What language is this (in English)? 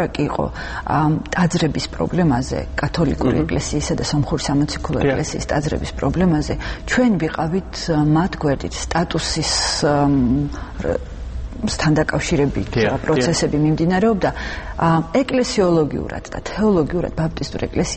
Georgian